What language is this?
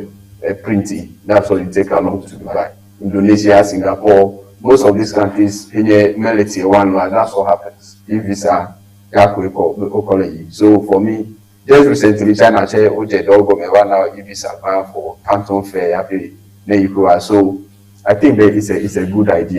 Ewe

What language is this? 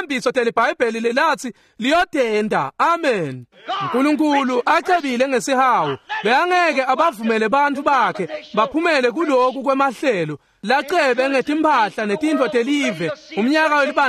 Swati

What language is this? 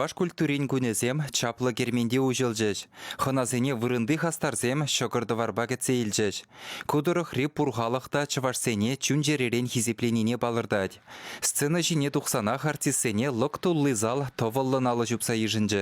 Chuvash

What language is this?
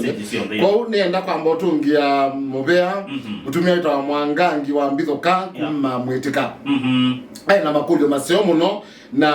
Kamba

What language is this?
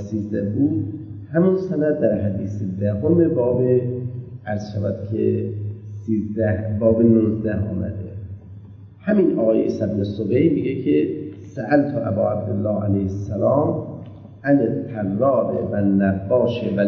Persian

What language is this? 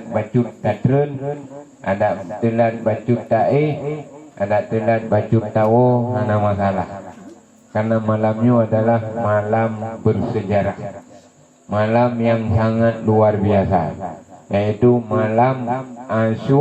Achinese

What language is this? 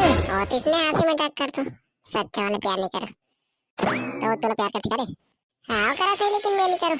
Chhattisgarhi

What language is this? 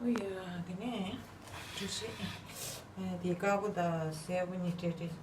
Tibetan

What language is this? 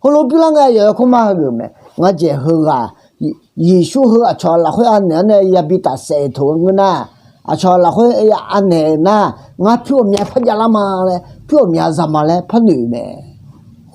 Akha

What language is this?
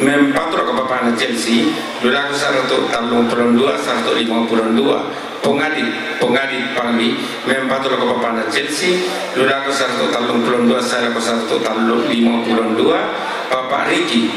Toraja-Sa'dan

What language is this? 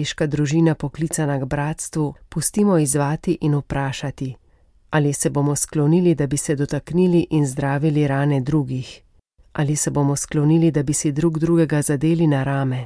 Slovenian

